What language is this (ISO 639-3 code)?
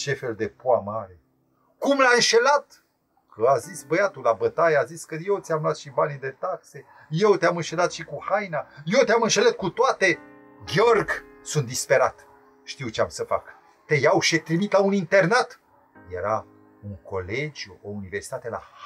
ron